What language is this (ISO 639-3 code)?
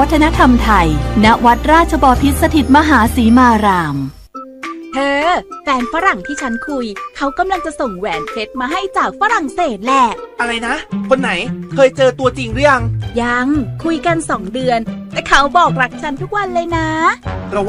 tha